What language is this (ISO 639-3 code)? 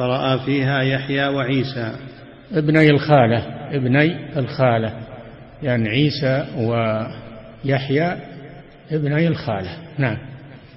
ara